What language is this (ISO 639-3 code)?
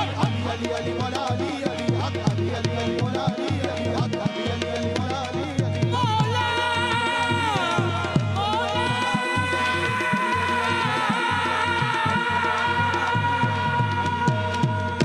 hin